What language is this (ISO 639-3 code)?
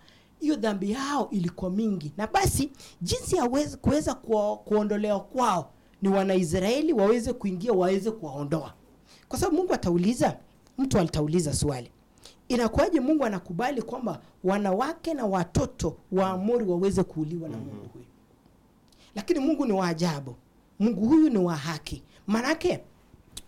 swa